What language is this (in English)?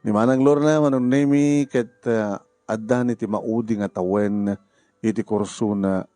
Iloko